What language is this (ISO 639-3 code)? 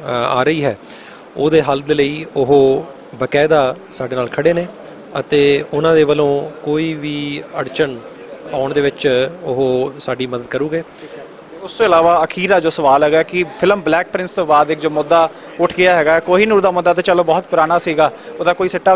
pan